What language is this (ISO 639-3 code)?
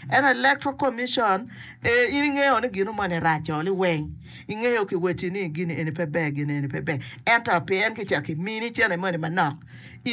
ach